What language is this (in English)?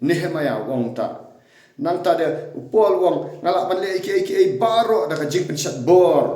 Khasi